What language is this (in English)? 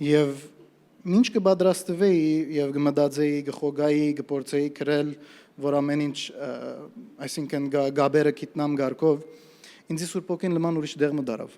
Western Armenian